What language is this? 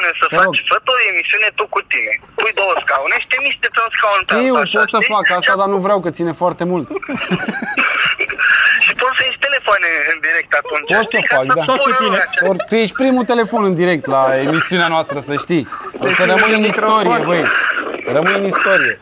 Romanian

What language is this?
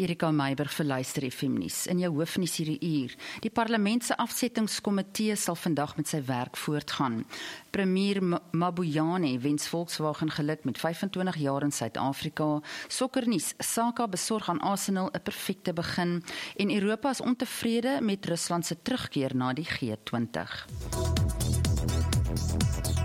Afrikaans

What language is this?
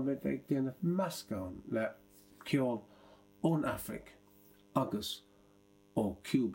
Irish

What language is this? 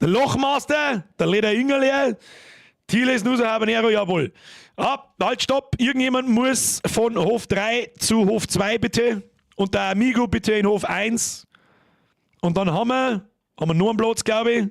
Bavarian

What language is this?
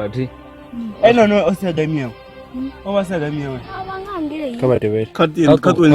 Venda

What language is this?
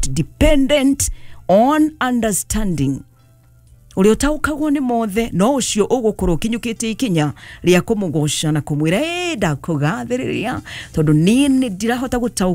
Kikuyu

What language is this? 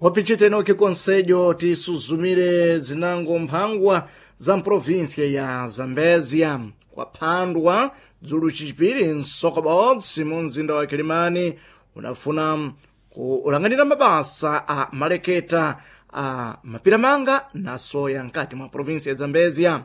Sena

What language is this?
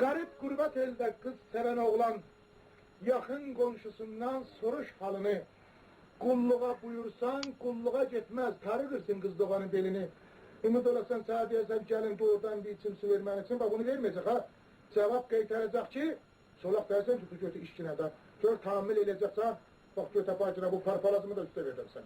South Azerbaijani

